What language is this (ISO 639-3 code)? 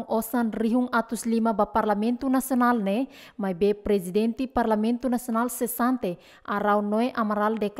tet